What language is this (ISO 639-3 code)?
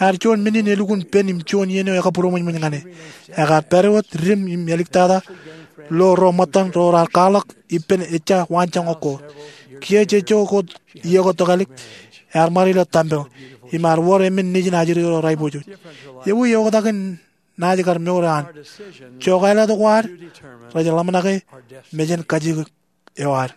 mah